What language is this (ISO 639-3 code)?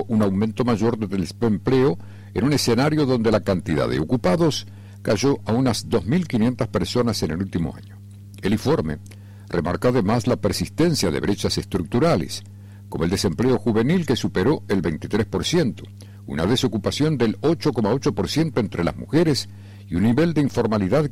spa